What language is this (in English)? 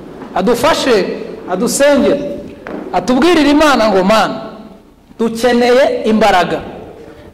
Kinyarwanda